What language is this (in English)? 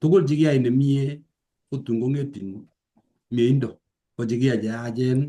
Kalenjin